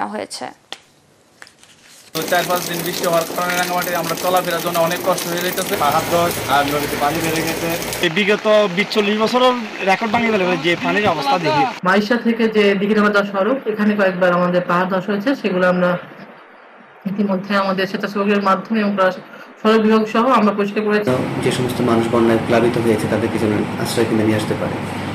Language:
Bangla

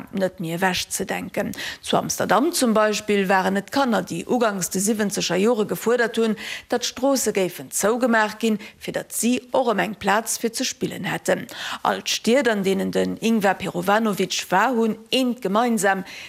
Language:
Luxembourgish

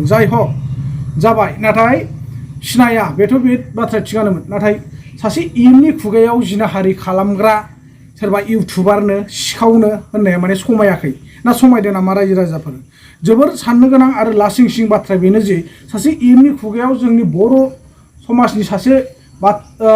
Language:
Bodo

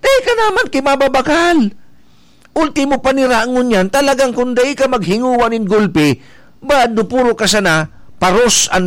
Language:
Bikol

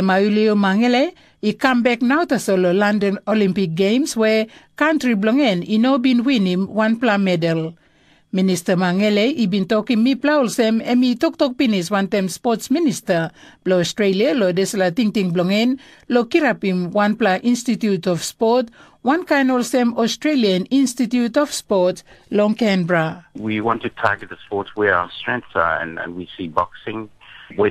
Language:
Tok Pisin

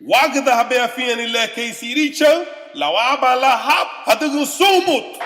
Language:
Garifuna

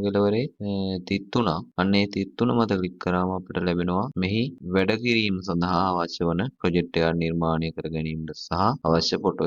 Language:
Sinhala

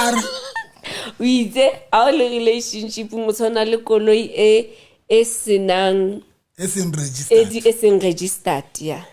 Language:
Southern Sotho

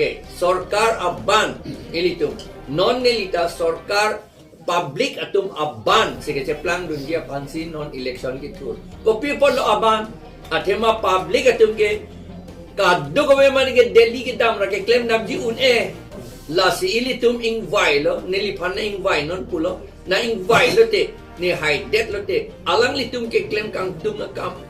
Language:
Karbi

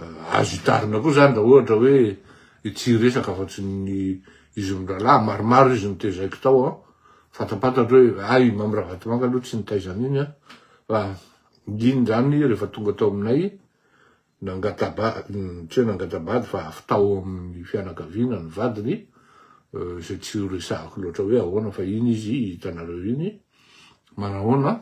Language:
Malagasy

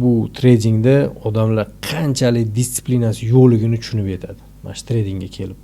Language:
Uzbek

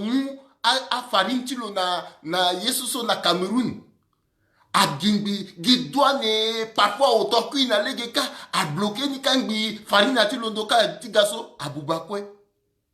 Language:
Sango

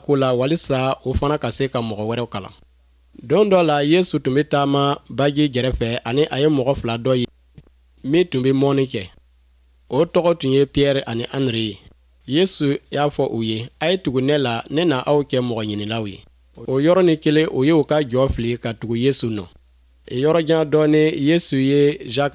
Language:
Bambara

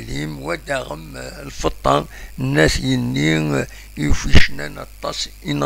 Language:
Kabyle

